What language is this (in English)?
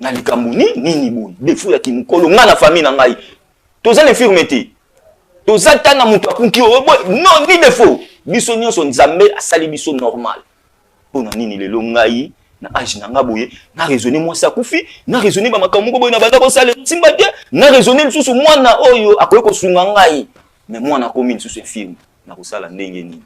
Lingala